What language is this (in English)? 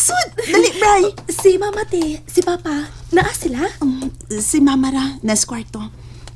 Cebuano